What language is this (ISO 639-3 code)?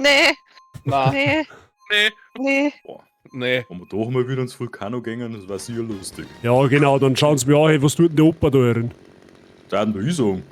bar